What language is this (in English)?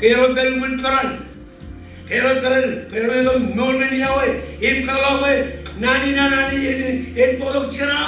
Marshallese